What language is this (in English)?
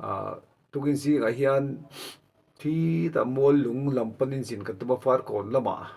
Mizo